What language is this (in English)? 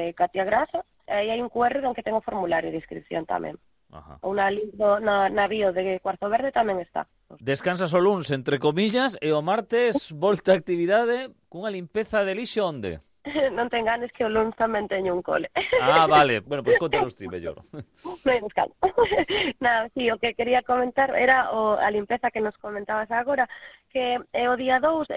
Galician